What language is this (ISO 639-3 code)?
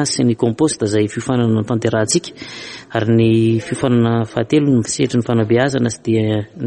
mlg